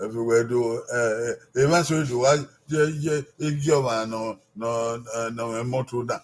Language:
Bini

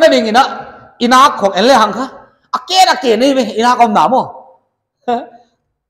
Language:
Paite Chin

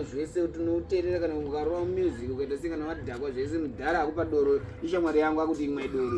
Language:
Shona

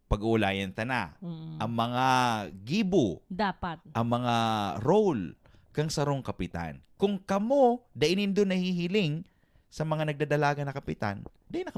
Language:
Bikol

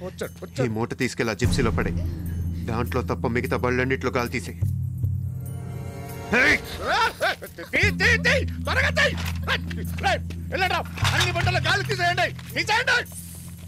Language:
Telugu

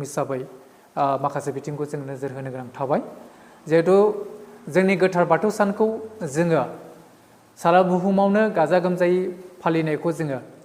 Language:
Bodo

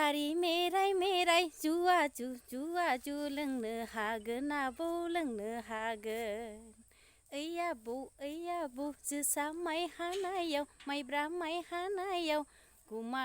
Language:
Bodo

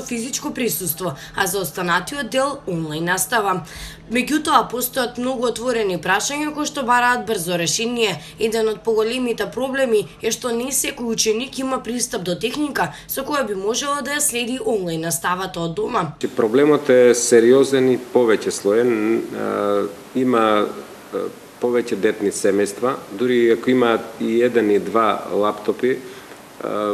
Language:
Macedonian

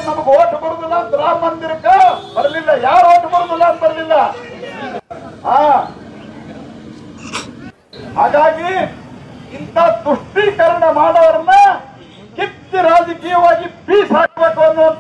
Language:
Kannada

